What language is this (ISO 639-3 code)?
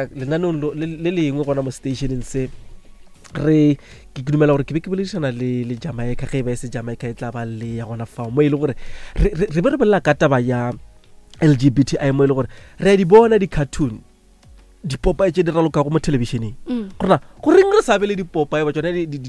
nso